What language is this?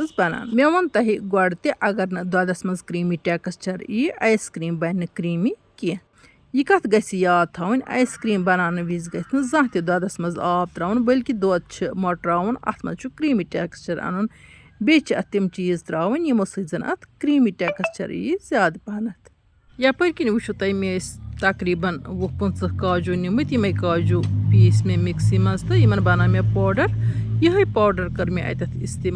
Kashmiri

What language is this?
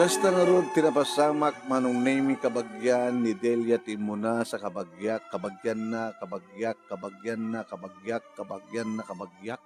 Iloko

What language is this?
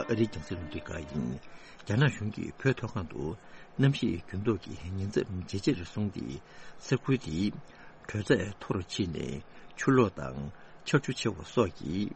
Tibetan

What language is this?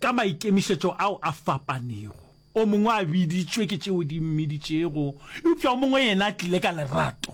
Northern Sotho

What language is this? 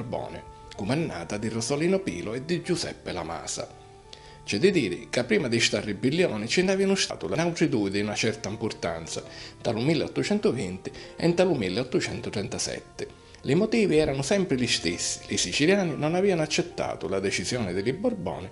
Sicilian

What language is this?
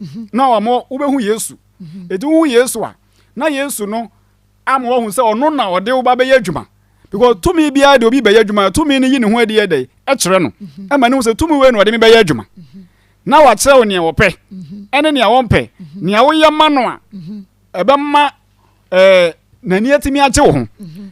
Akan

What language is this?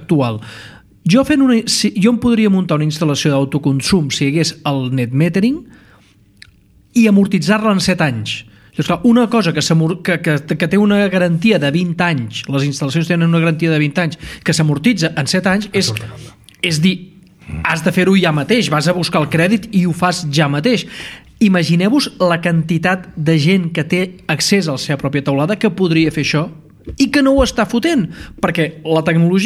Catalan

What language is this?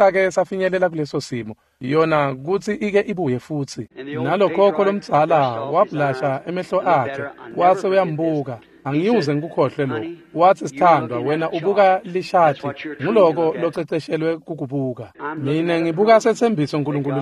Swati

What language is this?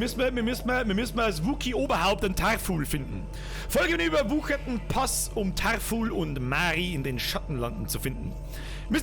Bavarian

